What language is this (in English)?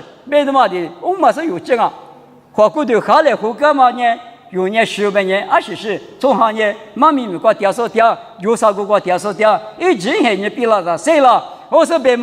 Lisu